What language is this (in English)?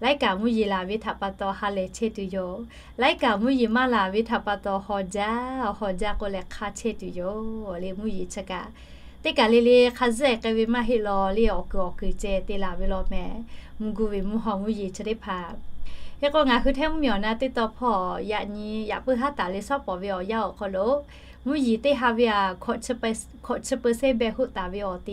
Lahu